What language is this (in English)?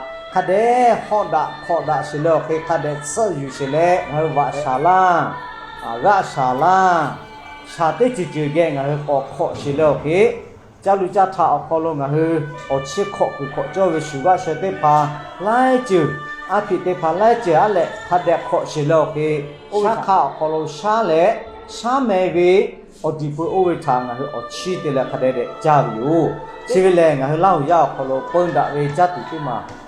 Lahu